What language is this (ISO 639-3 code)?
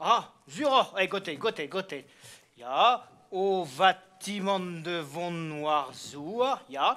bre